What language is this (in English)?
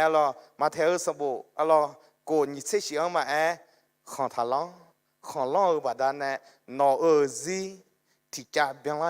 Akha